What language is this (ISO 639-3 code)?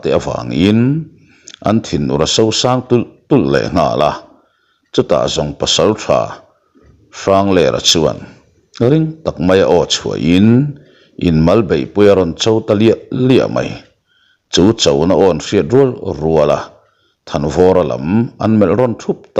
lus